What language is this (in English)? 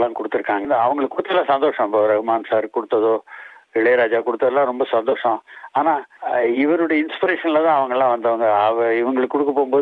Tamil